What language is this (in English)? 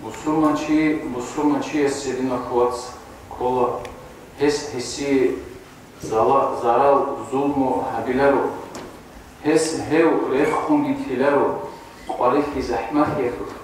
Avaric